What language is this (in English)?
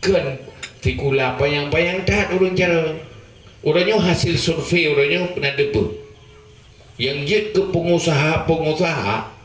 Achinese